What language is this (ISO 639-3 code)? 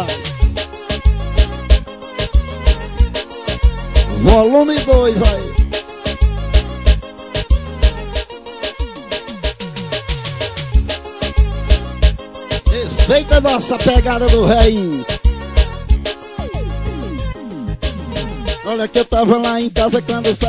por